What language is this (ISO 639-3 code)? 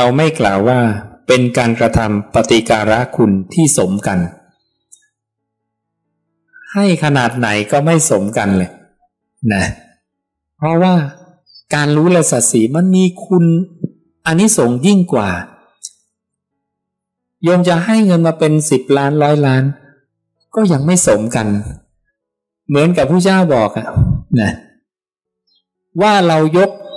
tha